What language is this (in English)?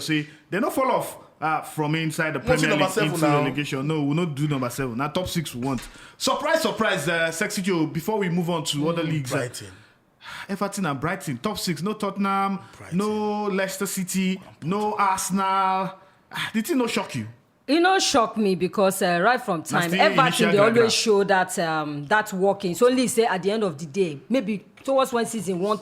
Nigerian Pidgin